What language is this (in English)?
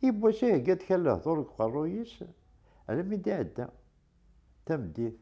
Kabyle